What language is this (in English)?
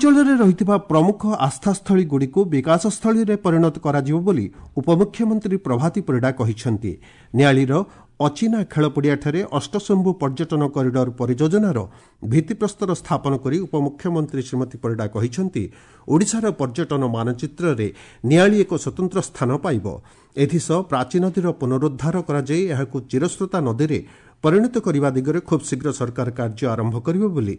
Odia